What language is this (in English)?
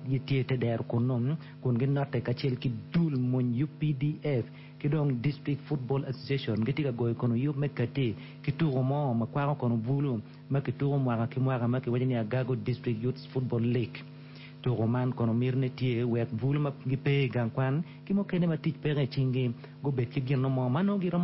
Acoli